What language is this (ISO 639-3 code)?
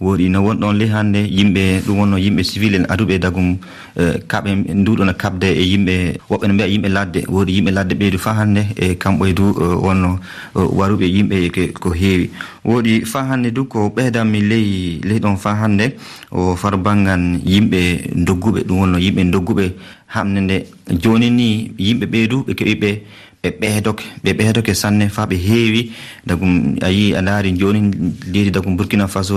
ful